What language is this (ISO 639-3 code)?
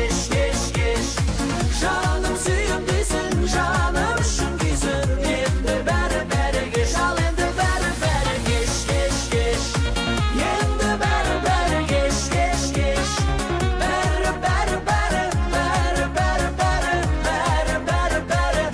kaz